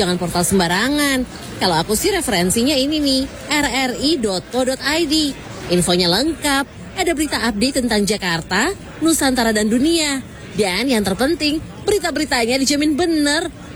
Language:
Indonesian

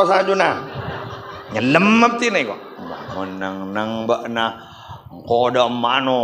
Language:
Madurese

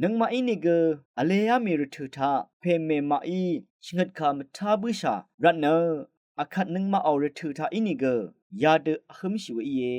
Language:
Rawang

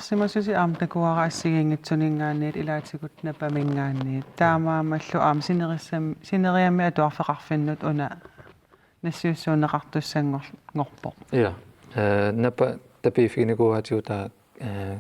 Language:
Kalaallisut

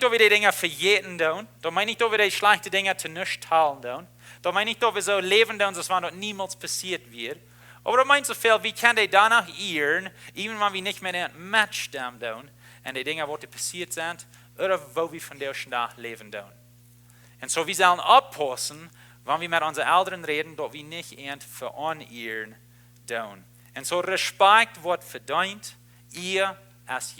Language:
Plautdietsch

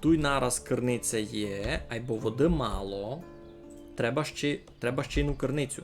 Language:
Rusyn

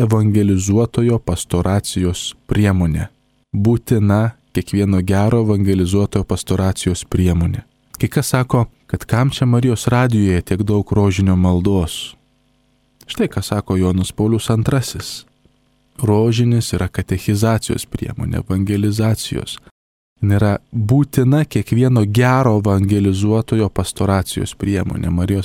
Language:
Lithuanian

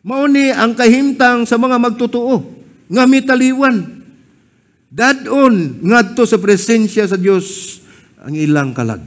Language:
Cebuano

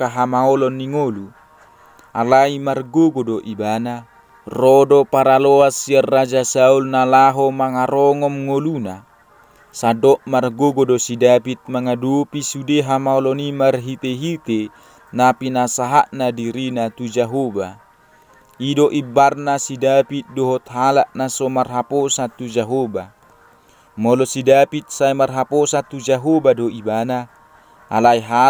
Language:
Batak Toba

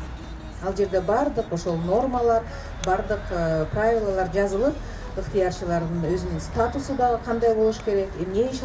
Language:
Kyrgyz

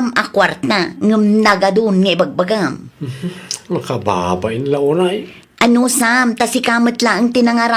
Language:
Iloko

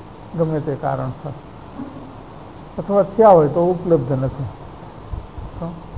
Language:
Gujarati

